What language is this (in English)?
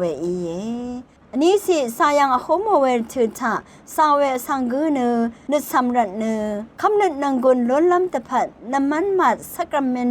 Rawang